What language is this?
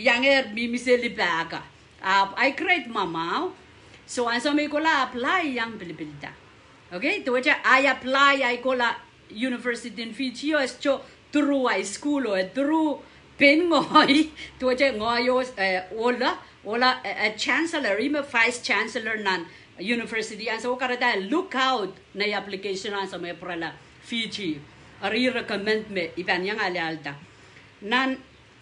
Pohnpeian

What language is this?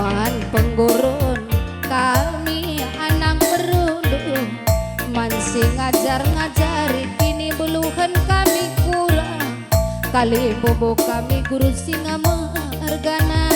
Batak Karo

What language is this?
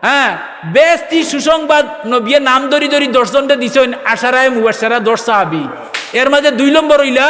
Sylheti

